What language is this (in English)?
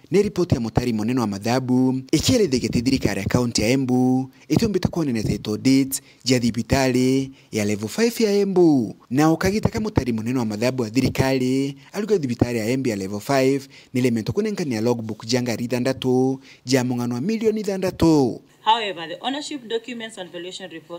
Meru